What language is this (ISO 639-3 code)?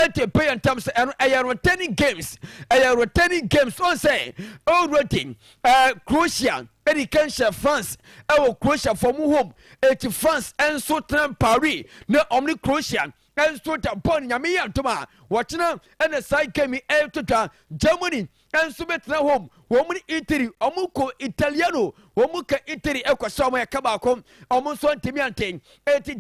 aka